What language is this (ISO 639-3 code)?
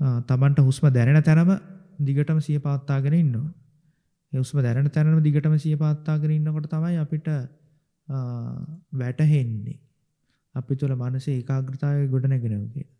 sin